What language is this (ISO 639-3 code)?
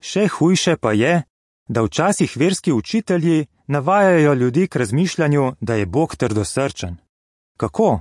slv